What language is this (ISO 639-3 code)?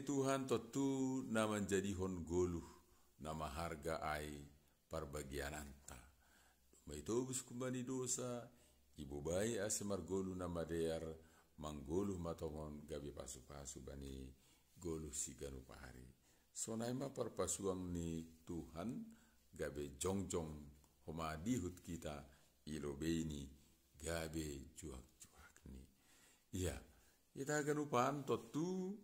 bts